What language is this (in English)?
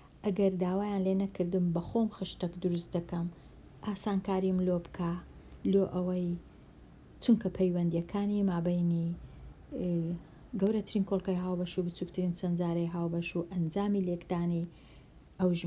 Central Kurdish